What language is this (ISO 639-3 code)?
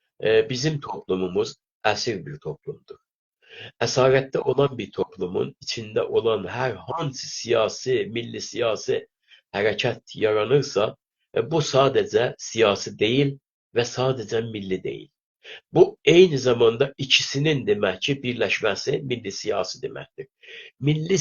azb